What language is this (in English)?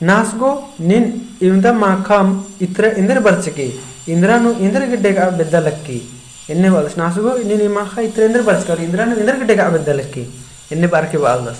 Kurukh